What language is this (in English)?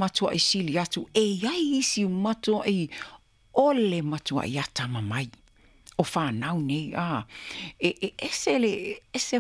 Samoan